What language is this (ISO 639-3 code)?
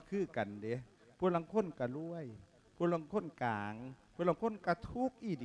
lao